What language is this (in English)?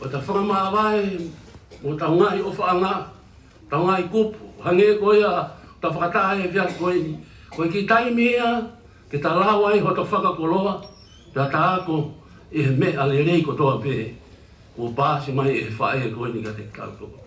Tongan